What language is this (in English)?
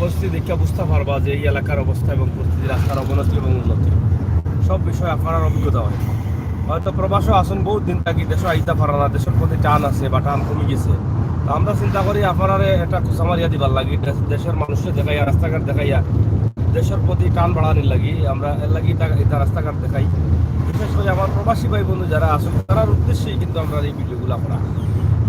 Sylheti